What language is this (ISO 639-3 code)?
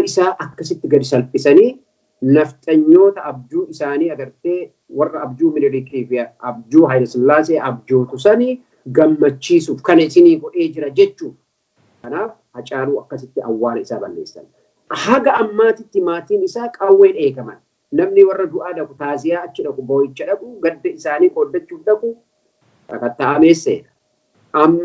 orm